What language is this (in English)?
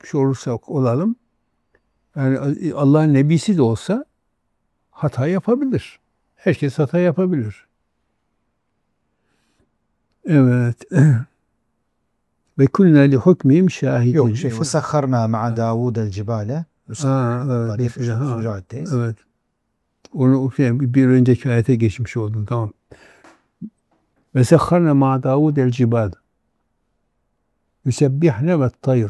Turkish